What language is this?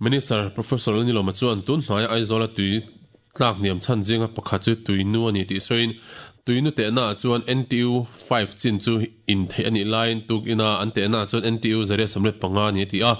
Mizo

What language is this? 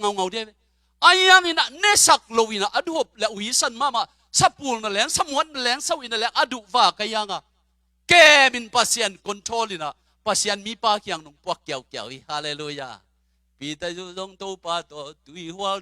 Tedim Chin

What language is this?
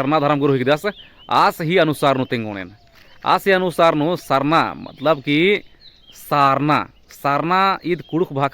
Kurukh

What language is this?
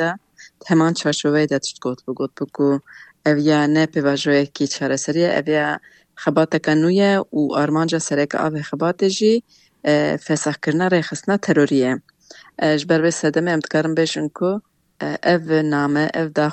Kurdish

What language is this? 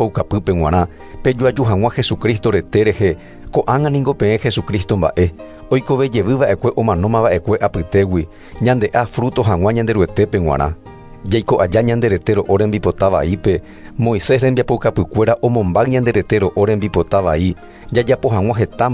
Guarani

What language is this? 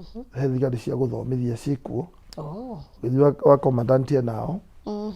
Kikuyu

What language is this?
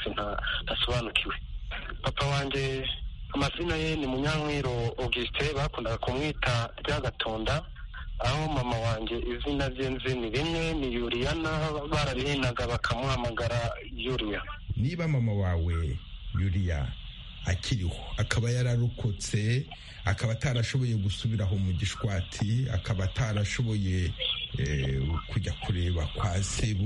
Kinyarwanda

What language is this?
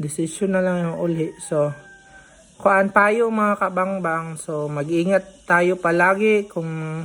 Cebuano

